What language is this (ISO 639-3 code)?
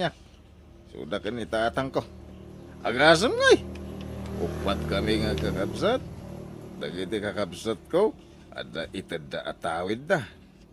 ilo